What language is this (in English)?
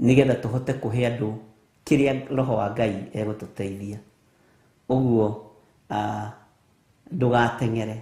Kikuyu